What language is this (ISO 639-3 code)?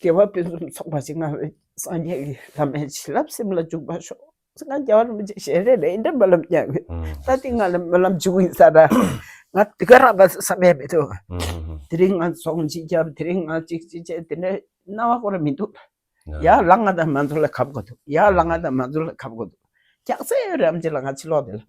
bod